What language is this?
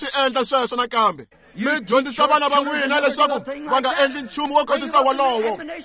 Tsonga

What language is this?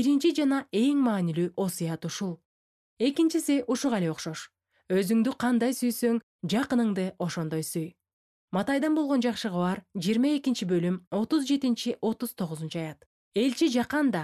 Kyrgyz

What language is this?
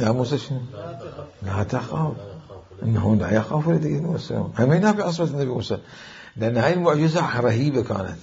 Mesopotamian Arabic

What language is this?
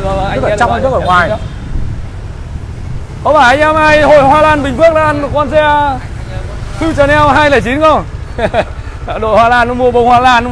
Vietnamese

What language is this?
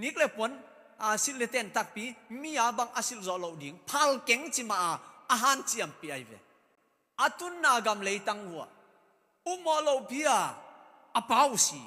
Tedim Chin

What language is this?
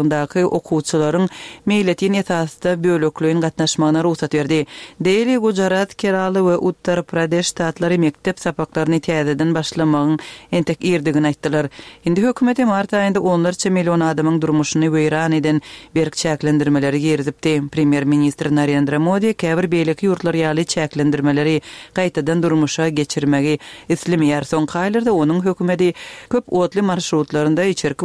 Kyrgyz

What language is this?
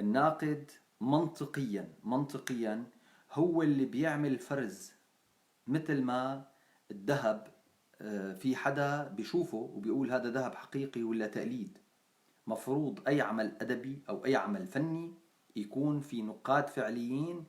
North Levantine Arabic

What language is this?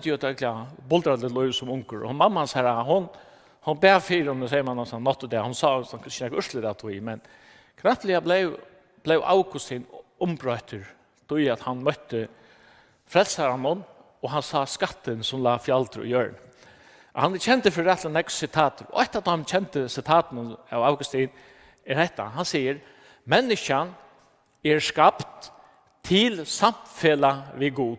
Faroese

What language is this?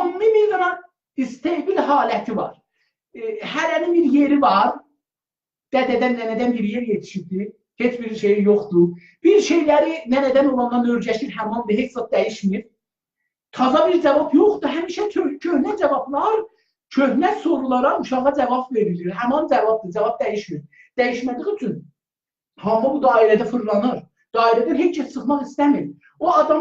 South Azerbaijani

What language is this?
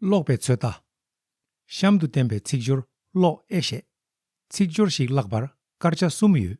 Tibetan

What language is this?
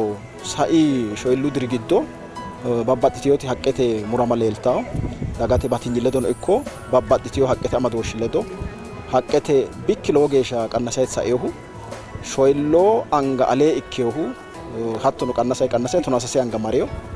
Sidamo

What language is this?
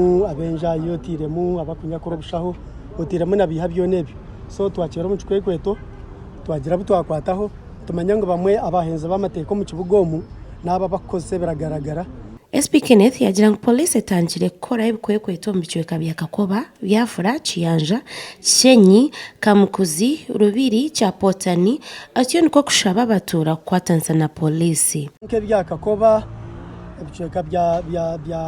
Nyankole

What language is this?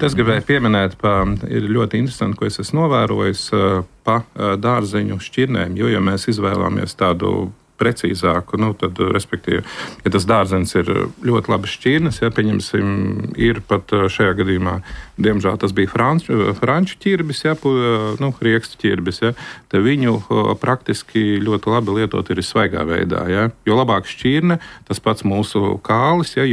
Latvian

